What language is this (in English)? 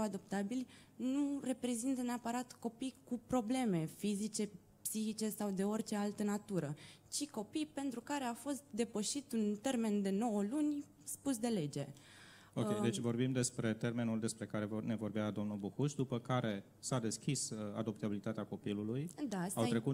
Romanian